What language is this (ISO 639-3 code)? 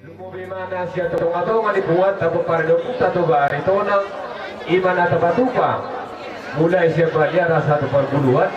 bbc